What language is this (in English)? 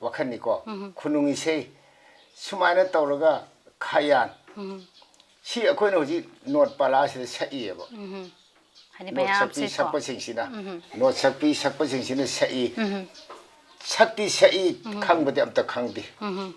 Manipuri